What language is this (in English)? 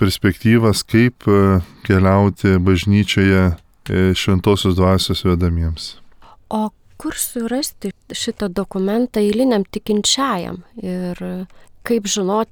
Lithuanian